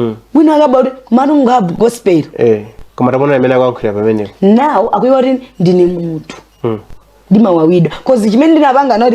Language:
Nyanja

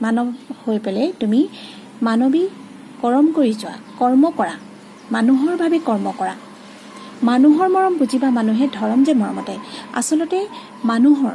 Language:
Assamese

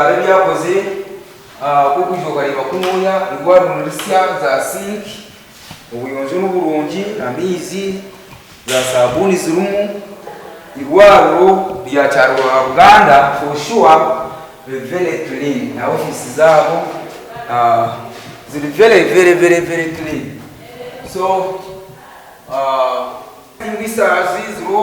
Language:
Nyankole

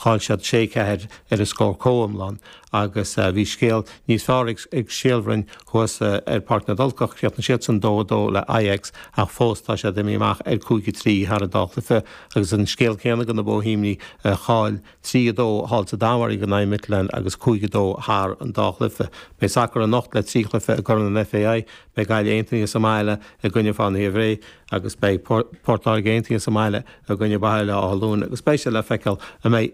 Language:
Irish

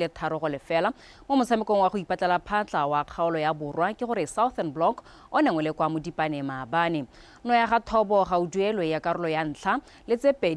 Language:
Tswana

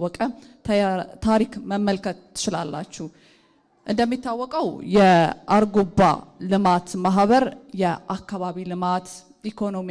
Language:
Amharic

